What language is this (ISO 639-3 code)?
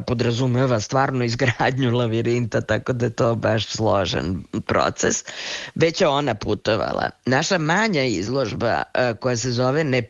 srp